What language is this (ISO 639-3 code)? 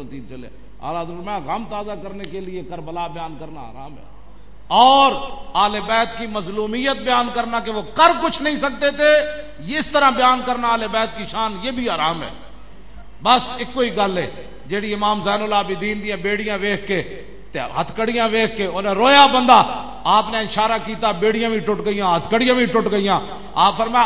lah